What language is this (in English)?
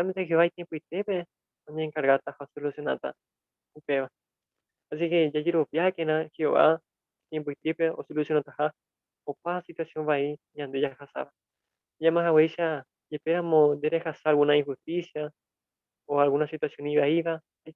Guarani